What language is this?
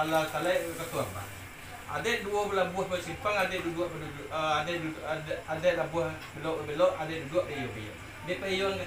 Minangkabau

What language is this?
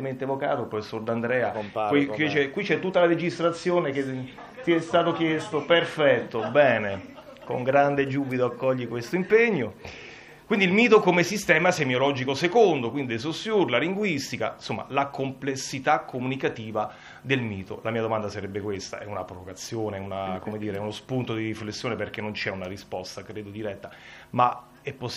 Italian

